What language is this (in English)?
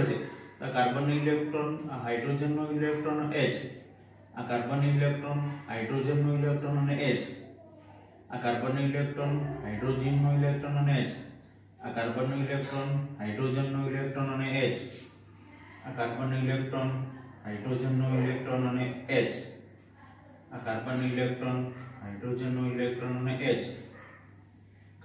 Gujarati